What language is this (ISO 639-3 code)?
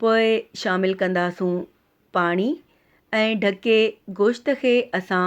snd